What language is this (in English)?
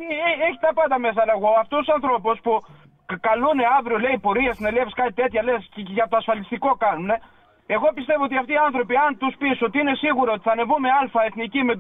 Greek